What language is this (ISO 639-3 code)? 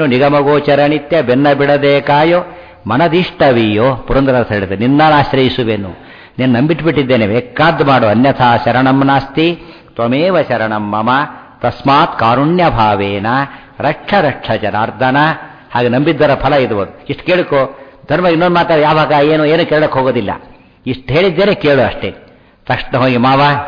kan